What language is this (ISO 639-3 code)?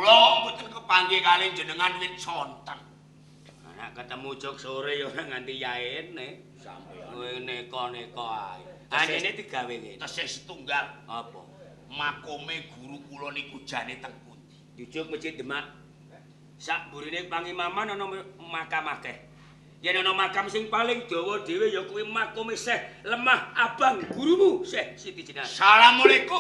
jav